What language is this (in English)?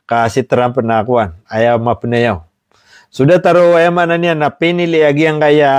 Maranao